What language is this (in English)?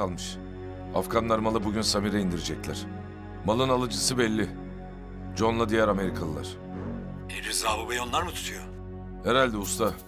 Turkish